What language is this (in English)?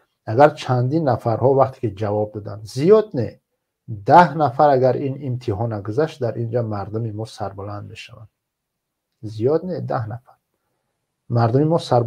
Tajik